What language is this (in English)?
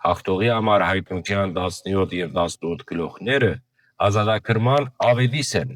Western Armenian